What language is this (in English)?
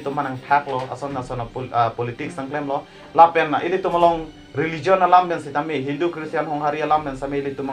Karbi